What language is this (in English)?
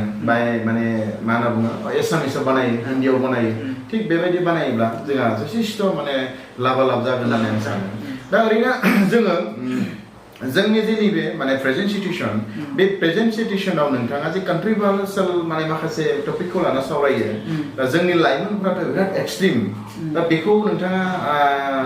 Bodo